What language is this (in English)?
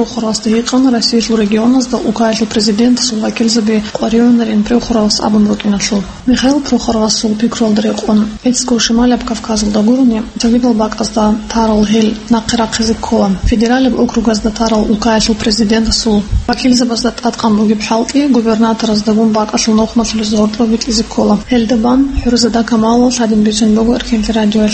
Avaric